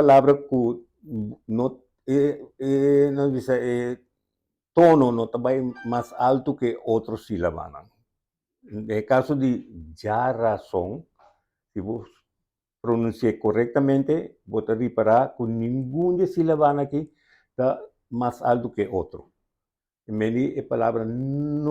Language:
Papiamento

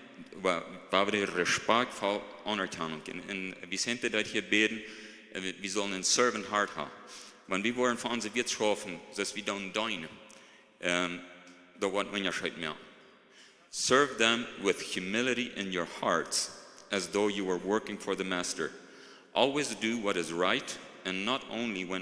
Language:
Plautdietsch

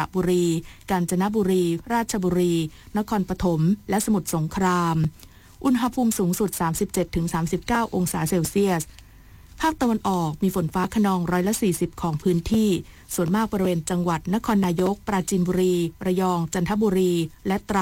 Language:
Thai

